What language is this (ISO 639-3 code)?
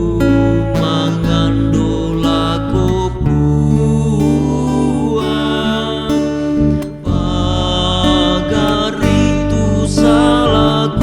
sda